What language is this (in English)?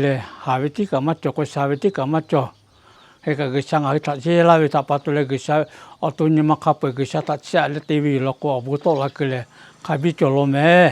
Lahu